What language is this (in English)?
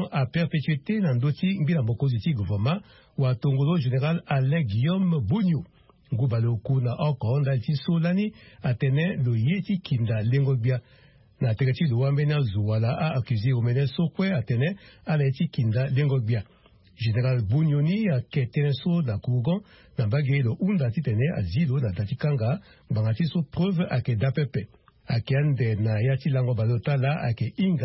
Sango